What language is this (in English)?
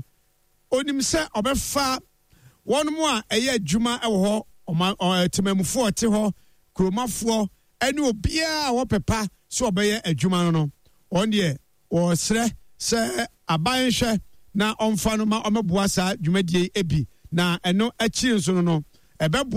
Akan